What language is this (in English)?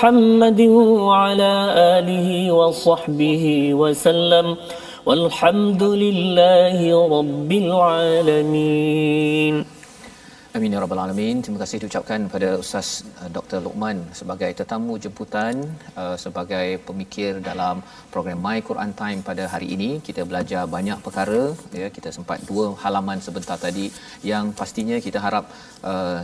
Malay